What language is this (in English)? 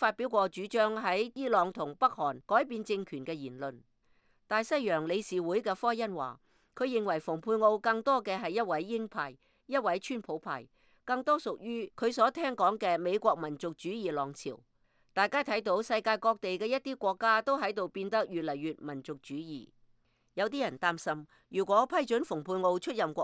Cantonese